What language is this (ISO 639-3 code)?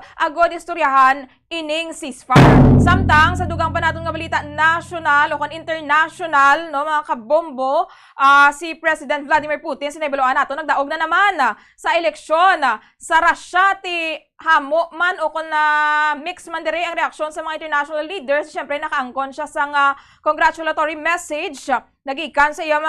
hil